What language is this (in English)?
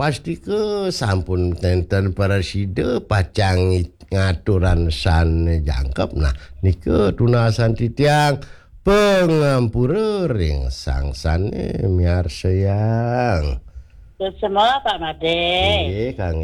Balinese